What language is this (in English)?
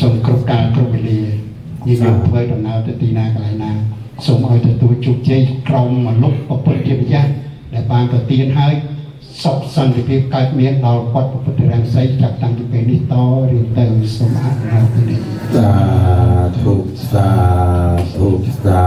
Khmer